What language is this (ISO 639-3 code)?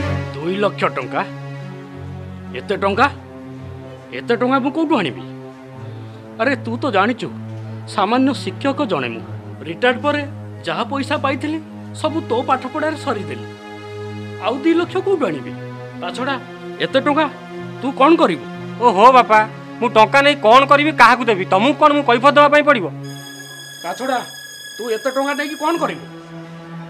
ori